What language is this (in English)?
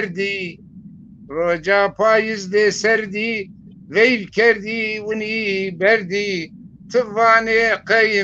Zaza